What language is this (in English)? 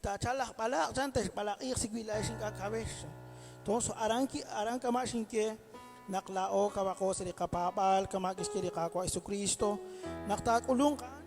Kekchí